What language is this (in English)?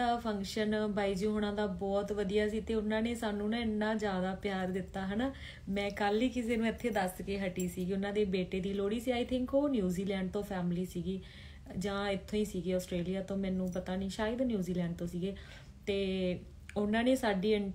Punjabi